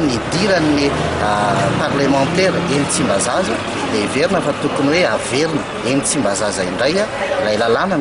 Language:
Malagasy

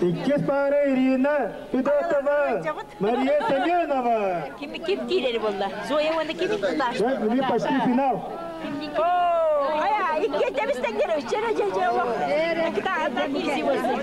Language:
Yakut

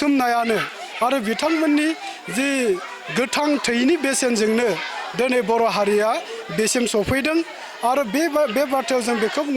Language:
Bodo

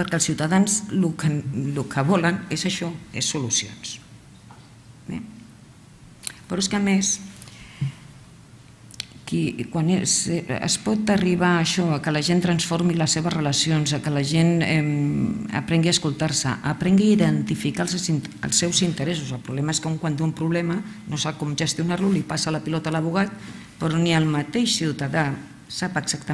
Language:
Catalan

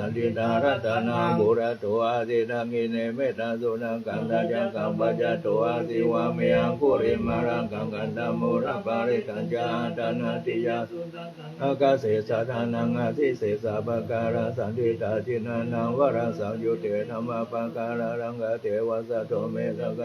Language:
Pali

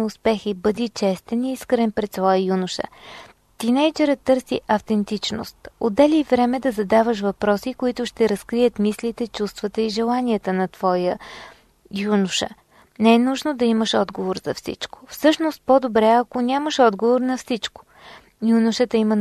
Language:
Bulgarian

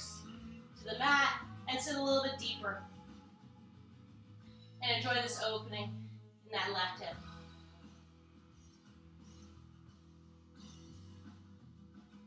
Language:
English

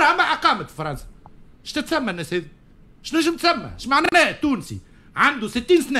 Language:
Tunisian Arabic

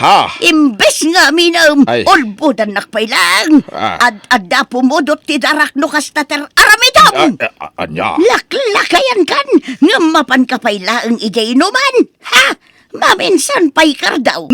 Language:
Iloko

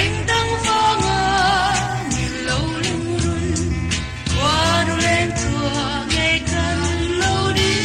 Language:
Mizo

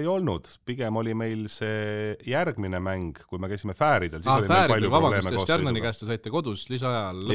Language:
Estonian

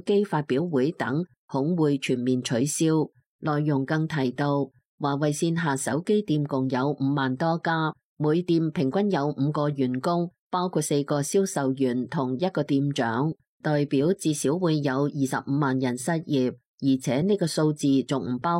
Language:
Cantonese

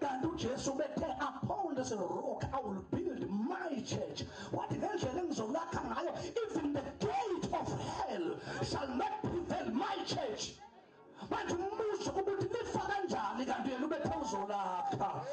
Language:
Zulu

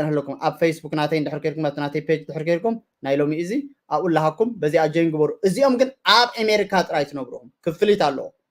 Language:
Tigrinya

